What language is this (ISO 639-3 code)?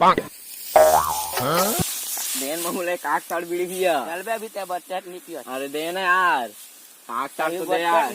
hne